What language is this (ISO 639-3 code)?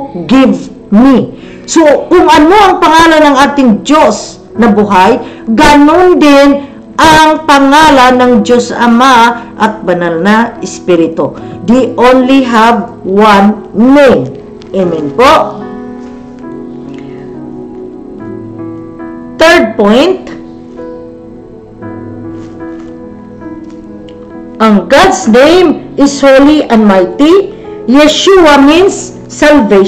fil